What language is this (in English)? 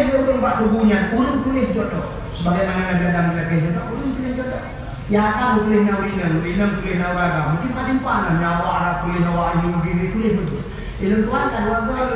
Achinese